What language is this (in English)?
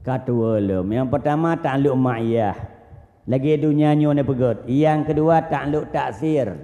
Achinese